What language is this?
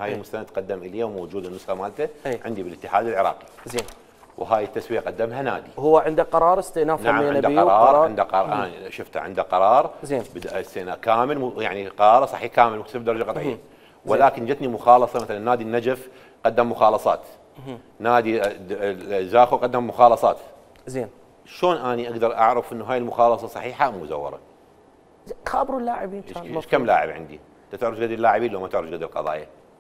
Mesopotamian Arabic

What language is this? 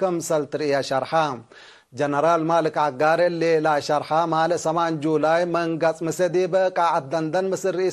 Tigre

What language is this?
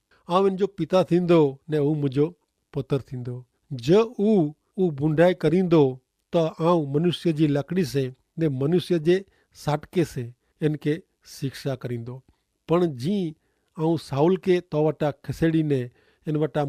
Kachhi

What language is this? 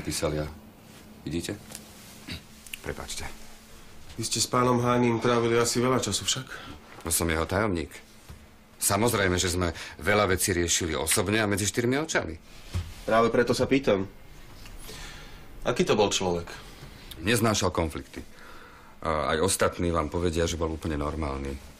Slovak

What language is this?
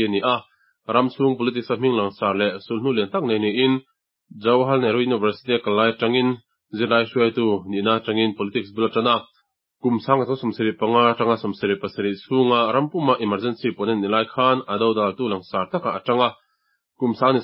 Mizo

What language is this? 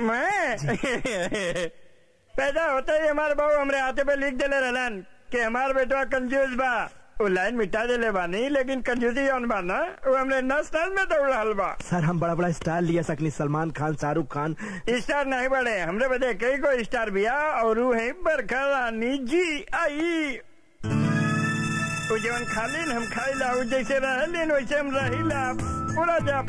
Bhojpuri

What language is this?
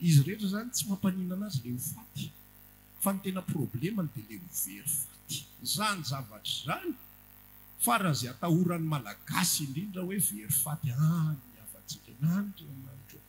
Malagasy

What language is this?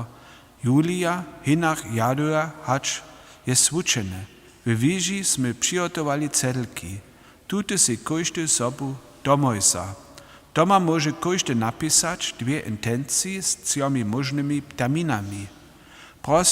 Upper Sorbian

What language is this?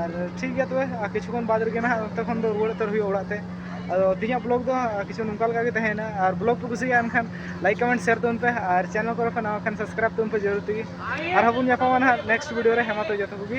Santali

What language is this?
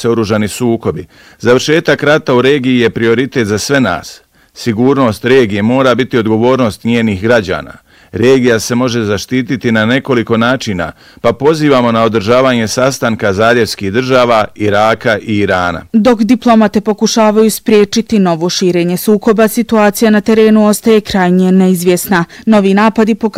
Bosnian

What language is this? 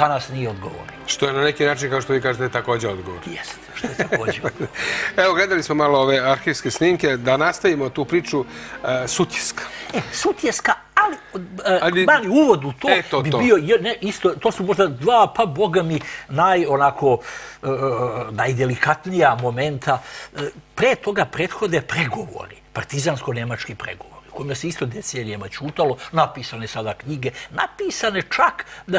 Serbian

